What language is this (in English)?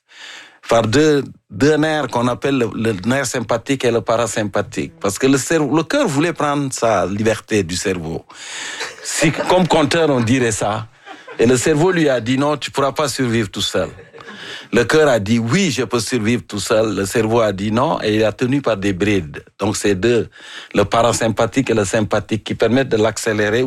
French